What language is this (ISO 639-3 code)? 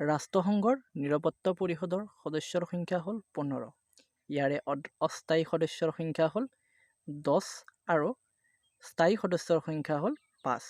asm